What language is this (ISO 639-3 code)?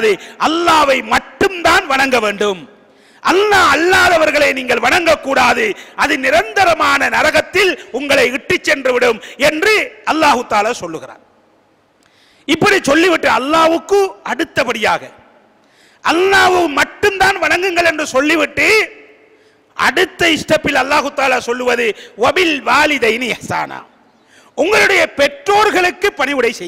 tam